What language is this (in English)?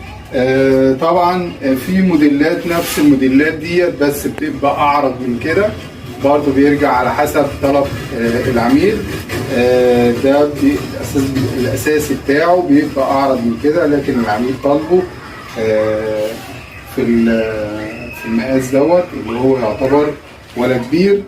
Egyptian Arabic